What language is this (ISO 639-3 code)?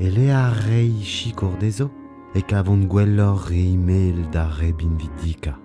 bre